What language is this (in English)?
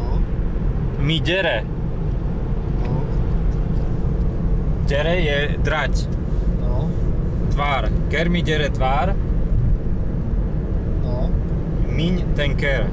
Slovak